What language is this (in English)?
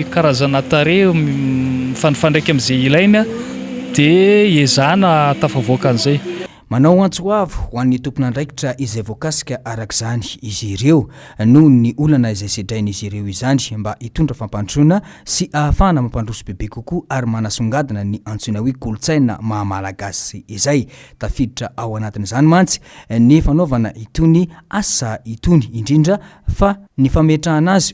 Malagasy